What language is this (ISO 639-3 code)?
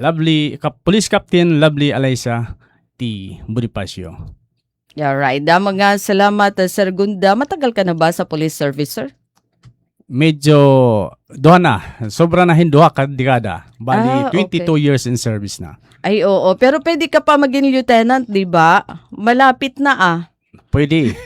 war